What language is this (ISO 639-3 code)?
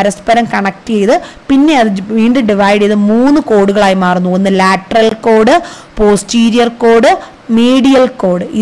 mal